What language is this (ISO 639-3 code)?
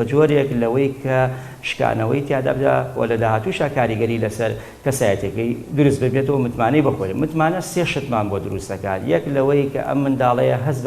ckb